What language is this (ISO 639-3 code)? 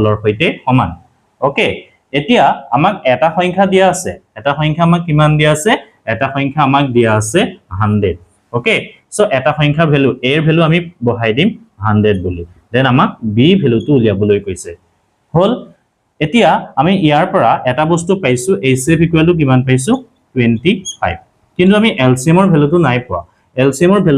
asm